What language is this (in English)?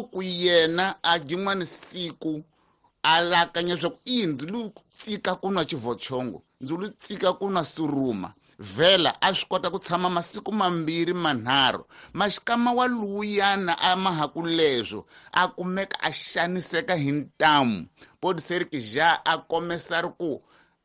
Tsonga